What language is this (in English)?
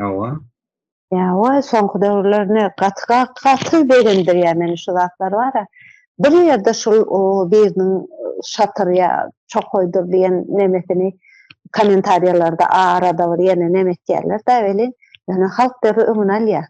Turkmen